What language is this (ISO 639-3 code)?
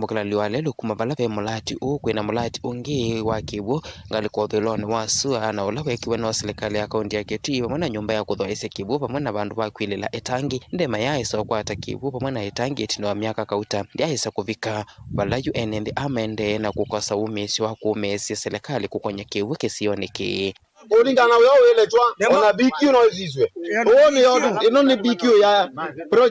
kam